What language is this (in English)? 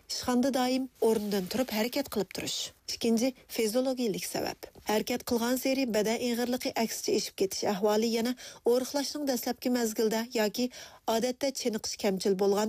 Uyghur